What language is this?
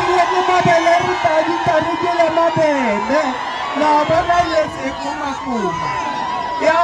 Tswana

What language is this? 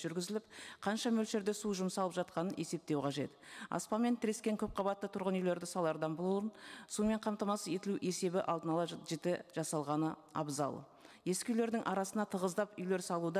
Kazakh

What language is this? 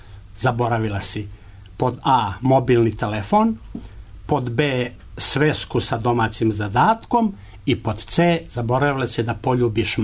Serbian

